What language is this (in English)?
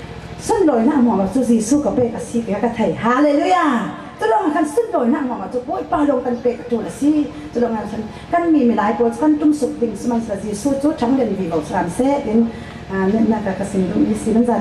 Falam Chin